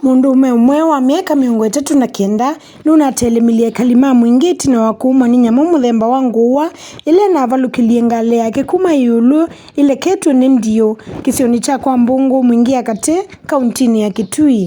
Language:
Kamba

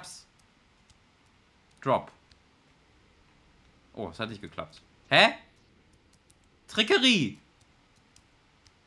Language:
German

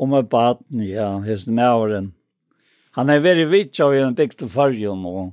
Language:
Faroese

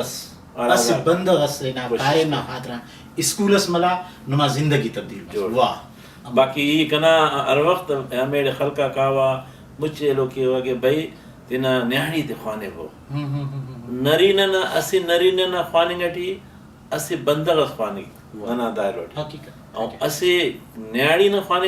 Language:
Brahui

